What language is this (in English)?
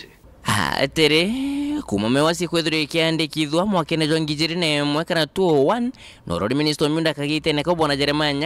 Meru